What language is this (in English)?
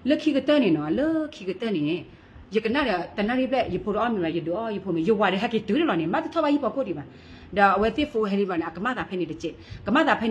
S'gaw Karen